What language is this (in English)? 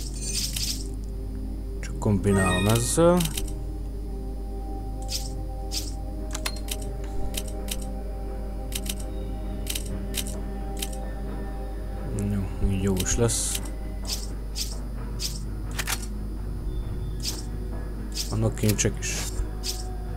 Hungarian